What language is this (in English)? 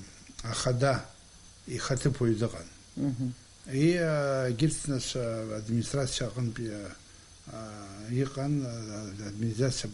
Abkhazian